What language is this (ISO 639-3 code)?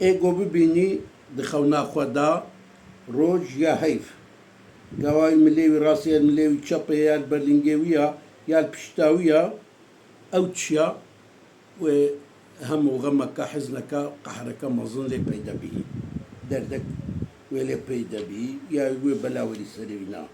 kur